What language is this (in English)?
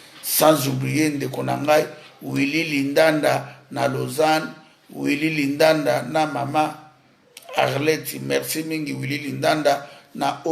Lingala